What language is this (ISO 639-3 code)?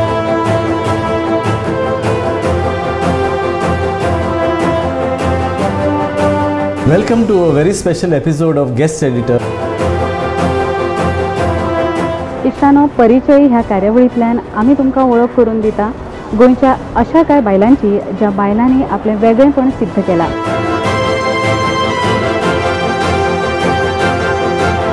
kok